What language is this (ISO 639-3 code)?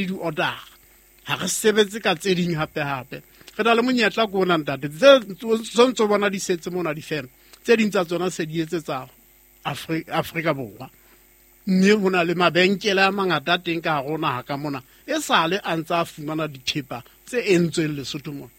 sot